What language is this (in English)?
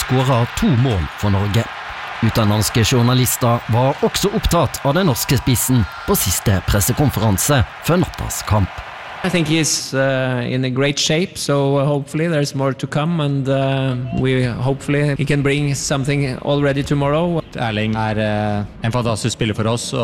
Norwegian